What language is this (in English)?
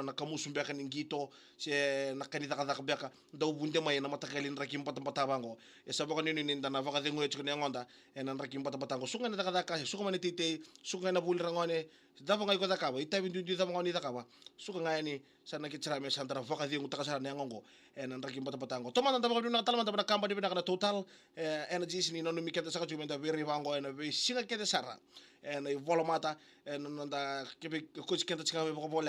Fijian